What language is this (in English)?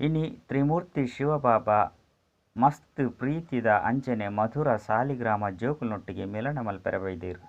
Tulu